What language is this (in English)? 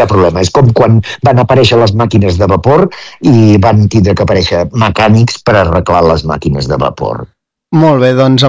Catalan